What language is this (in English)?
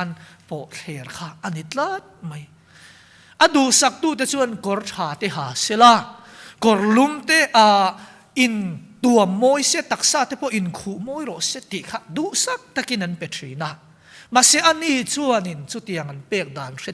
Mizo